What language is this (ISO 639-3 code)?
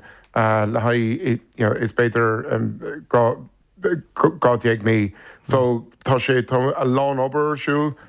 gle